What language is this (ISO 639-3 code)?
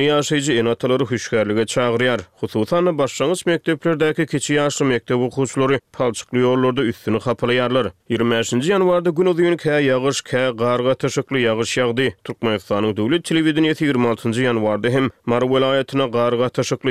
tuk